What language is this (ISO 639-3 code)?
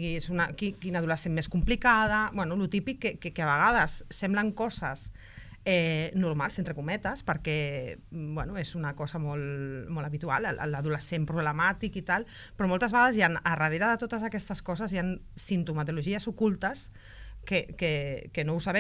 cat